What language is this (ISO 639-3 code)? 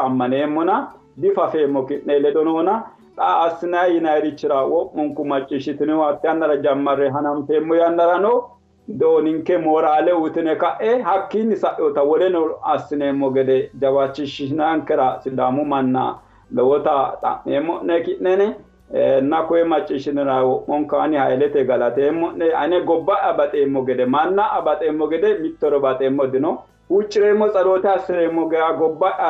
sid